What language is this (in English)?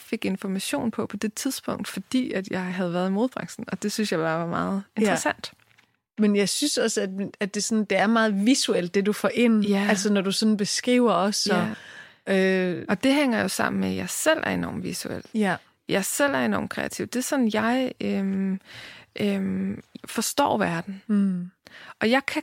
Danish